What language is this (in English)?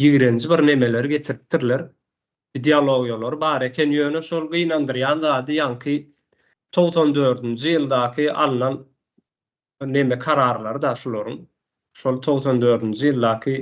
Turkmen